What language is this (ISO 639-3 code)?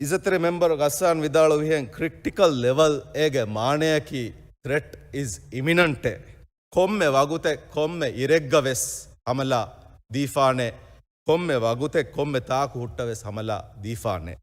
div